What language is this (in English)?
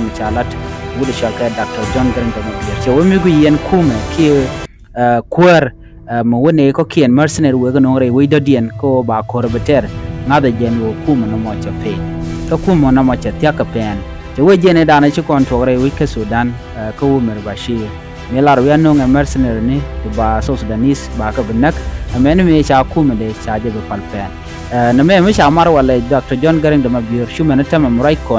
Nuer